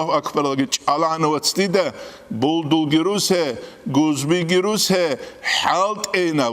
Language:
Avaric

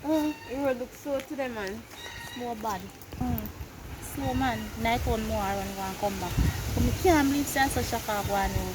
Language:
Jamaican Creole English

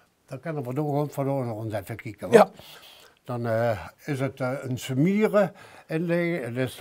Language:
Limburgish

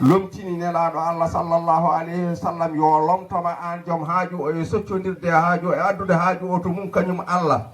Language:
Fula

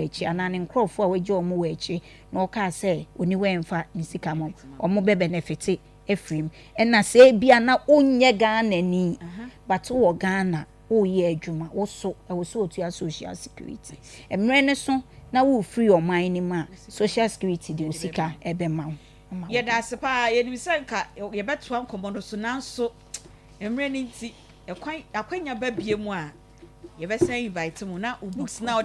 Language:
Akan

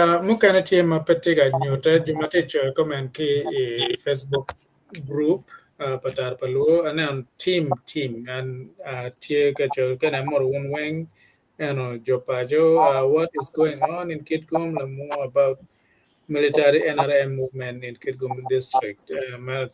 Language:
Acoli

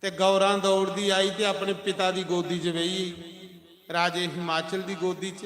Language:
Dogri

